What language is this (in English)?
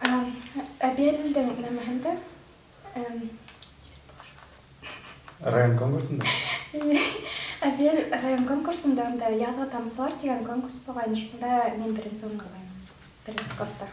Bashkir